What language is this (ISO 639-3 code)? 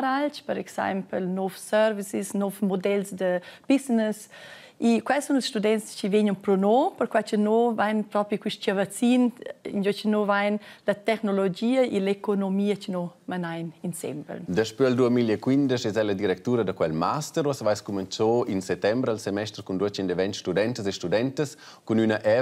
roh